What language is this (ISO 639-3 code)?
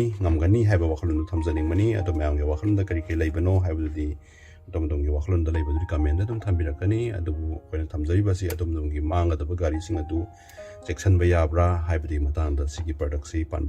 mni